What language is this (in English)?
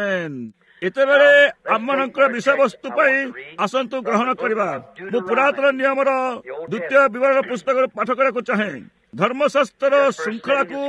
Odia